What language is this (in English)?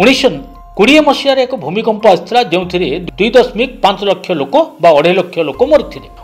Odia